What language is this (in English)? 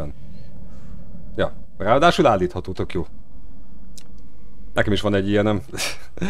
Hungarian